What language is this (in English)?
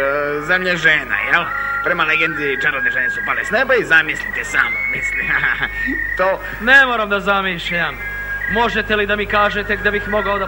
Serbian